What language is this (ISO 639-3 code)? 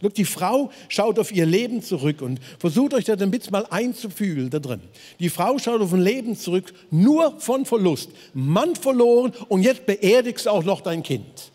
gsw